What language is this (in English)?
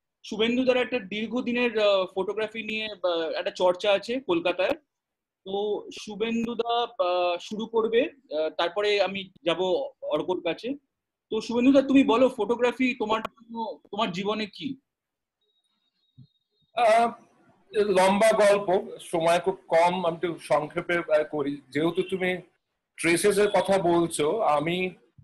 Bangla